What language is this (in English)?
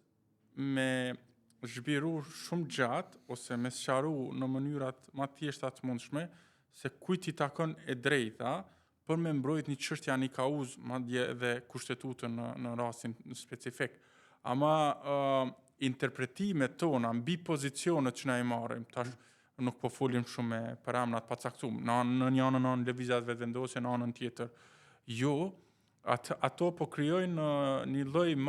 Albanian